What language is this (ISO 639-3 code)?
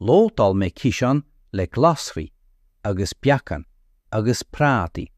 gle